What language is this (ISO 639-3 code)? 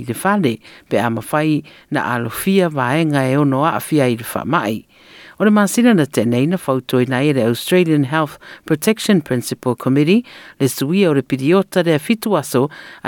smo